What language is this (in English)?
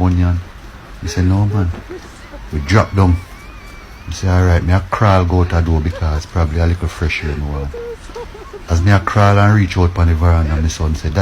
Jamaican Creole English